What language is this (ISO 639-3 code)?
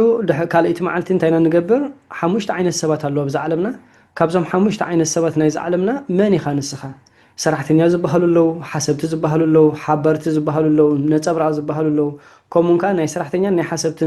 tir